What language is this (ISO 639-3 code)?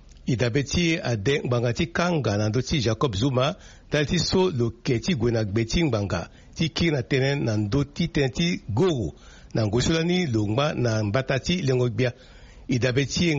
sag